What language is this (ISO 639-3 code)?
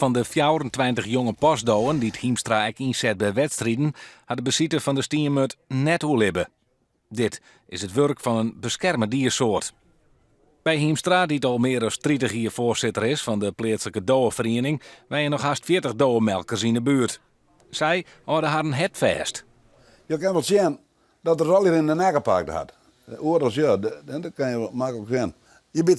fry